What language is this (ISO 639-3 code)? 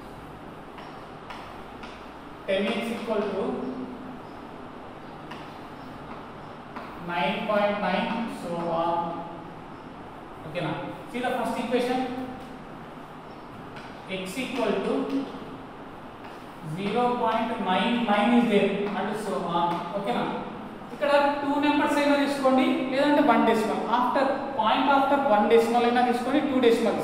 tel